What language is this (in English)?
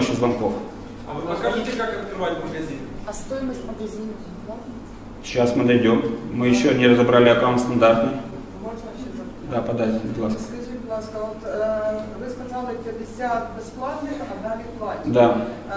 Russian